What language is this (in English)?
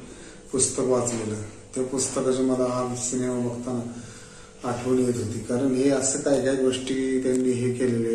Marathi